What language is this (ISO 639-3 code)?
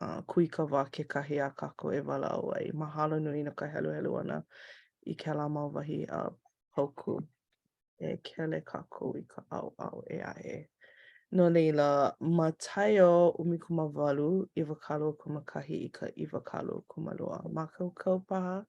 haw